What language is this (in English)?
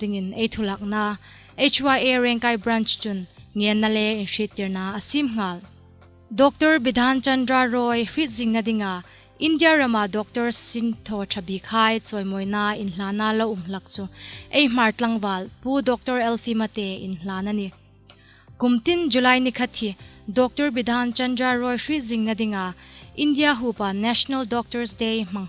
Hmar